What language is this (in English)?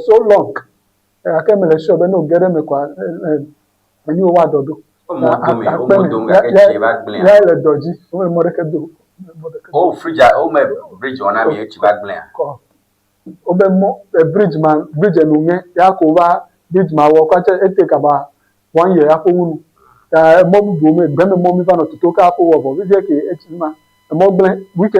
Ewe